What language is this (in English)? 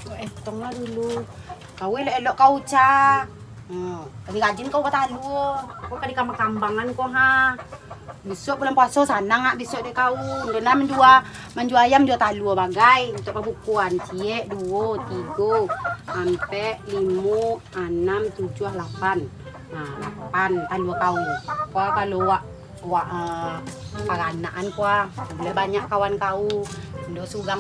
Minangkabau